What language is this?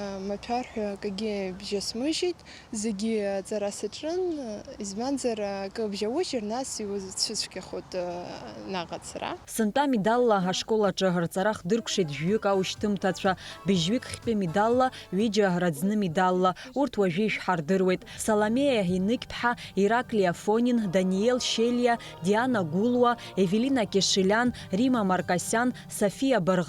Abkhazian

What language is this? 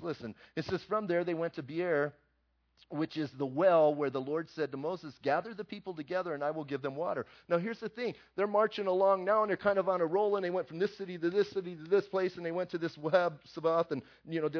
English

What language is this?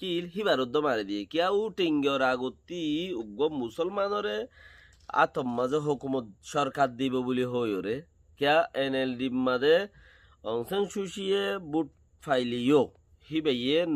Rohingya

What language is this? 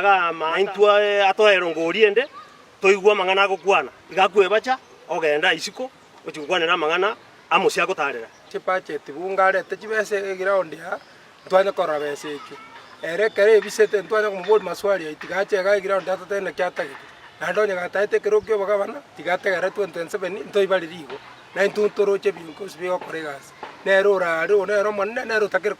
Gusii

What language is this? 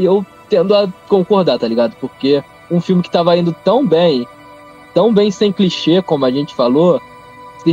Portuguese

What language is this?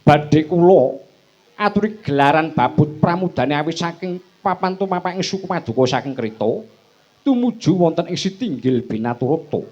Javanese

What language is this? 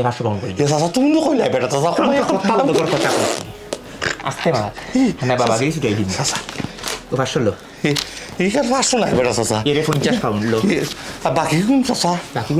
Sylheti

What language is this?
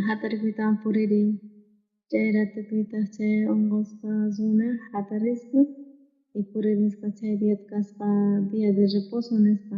South Bolivian Quechua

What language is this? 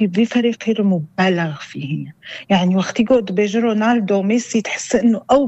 North Levantine Arabic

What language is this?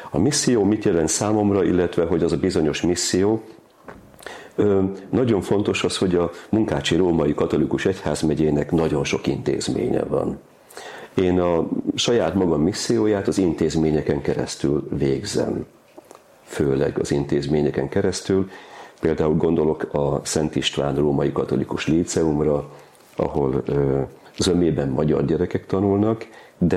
Hungarian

